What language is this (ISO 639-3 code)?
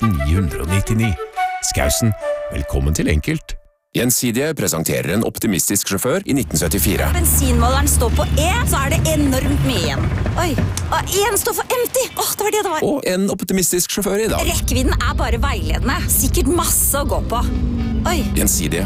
nor